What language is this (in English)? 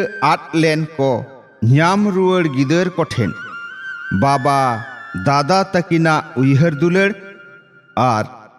Santali